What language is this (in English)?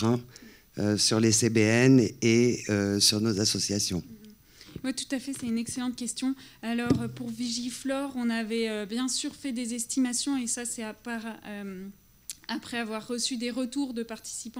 French